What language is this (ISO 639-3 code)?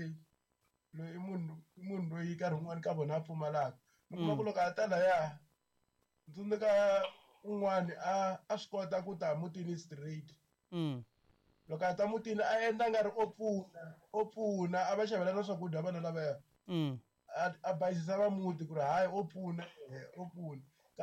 tso